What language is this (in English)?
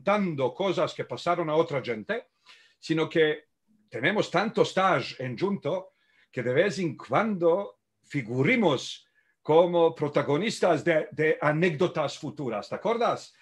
Ladino